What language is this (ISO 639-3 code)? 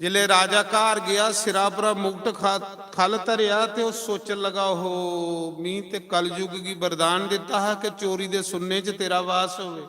doi